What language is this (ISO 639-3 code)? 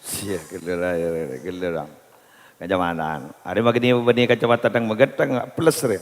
mad